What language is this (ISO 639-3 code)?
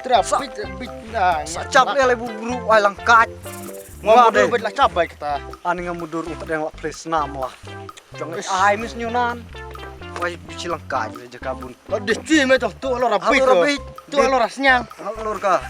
kha